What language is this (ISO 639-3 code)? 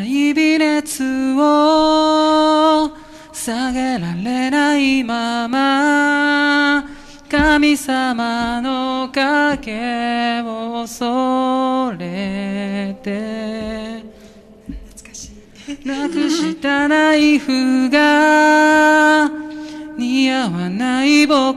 jpn